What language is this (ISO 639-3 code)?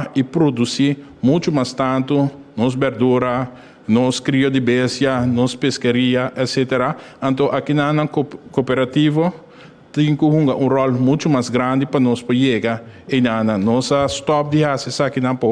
pap